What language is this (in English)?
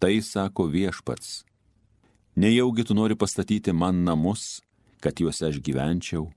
Lithuanian